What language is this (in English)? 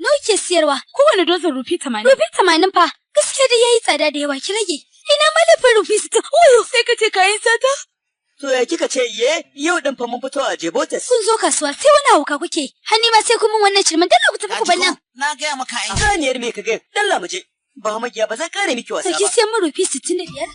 Hausa